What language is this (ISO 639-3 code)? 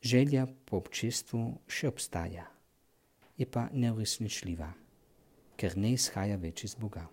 slv